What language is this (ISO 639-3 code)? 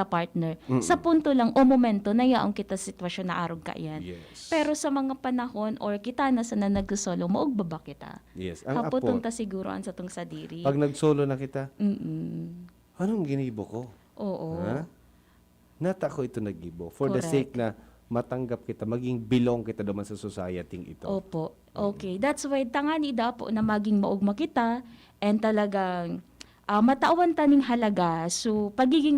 bik